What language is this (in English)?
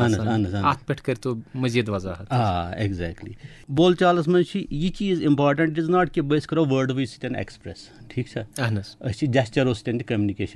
Kashmiri